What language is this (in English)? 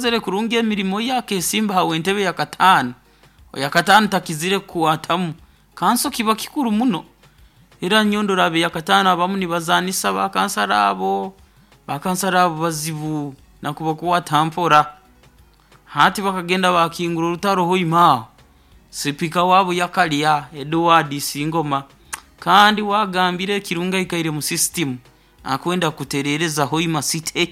Nyoro